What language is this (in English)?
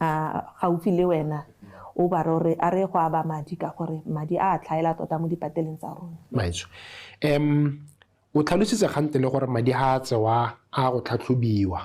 Tswana